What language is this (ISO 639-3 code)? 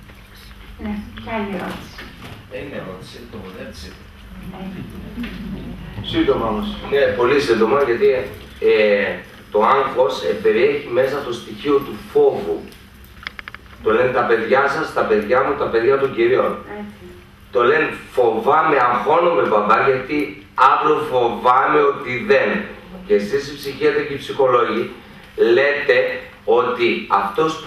ell